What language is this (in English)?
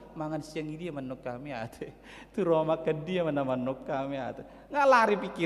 Batak Toba